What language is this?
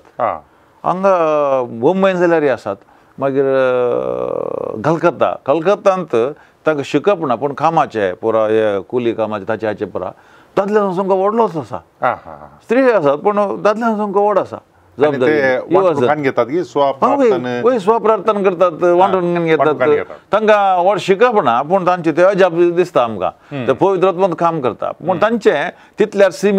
Konkani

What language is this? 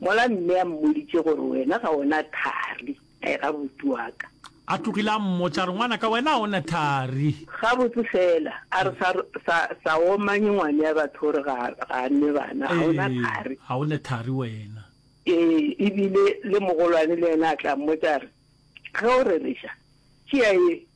Northern Sotho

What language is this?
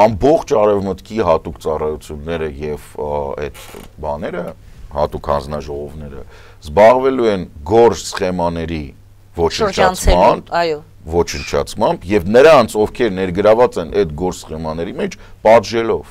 Armenian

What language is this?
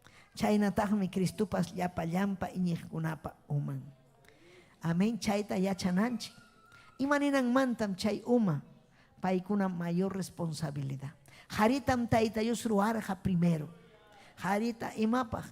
Ayacucho Quechua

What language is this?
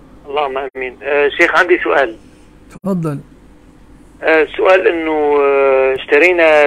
Arabic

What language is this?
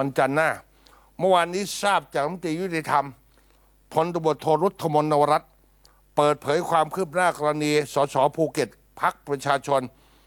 Thai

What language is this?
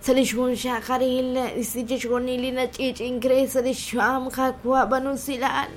Kekchí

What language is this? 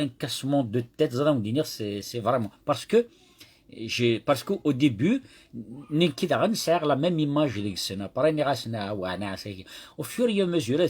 Kabyle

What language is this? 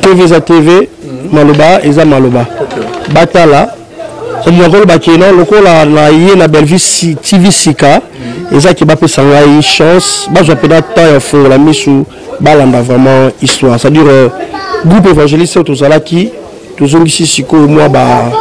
Lingala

